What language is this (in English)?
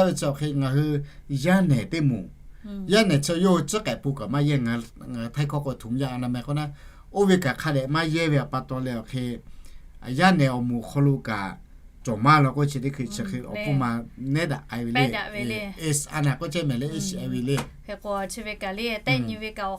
Lahu